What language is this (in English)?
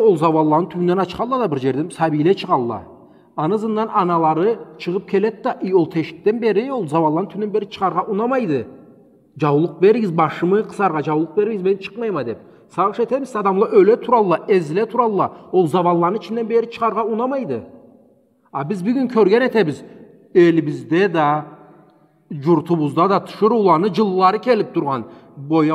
Karachay-Balkar